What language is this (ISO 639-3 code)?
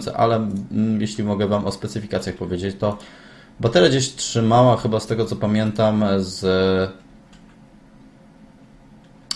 pol